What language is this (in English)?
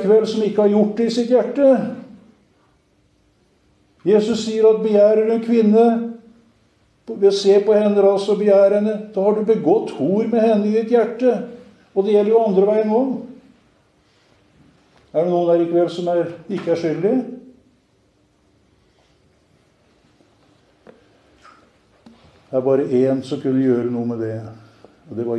Norwegian